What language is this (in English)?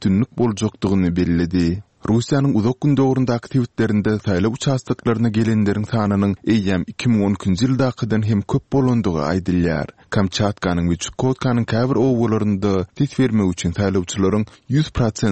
Turkmen